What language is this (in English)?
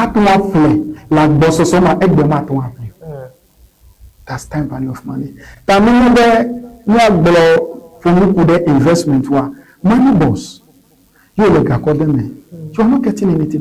Ewe